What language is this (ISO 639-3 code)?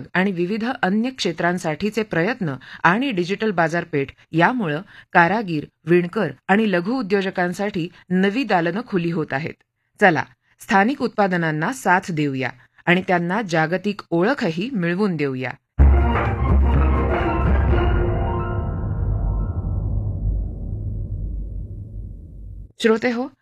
mar